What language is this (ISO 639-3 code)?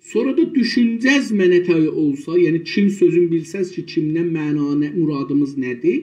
azb